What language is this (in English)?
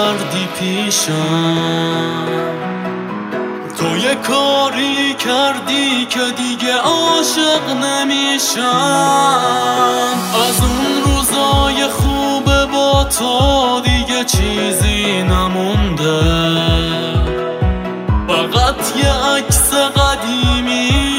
Persian